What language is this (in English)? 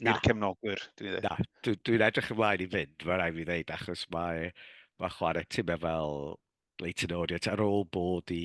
Welsh